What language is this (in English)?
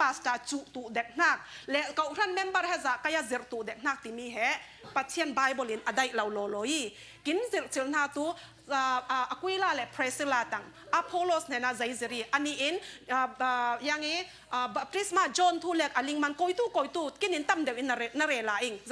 Falam Chin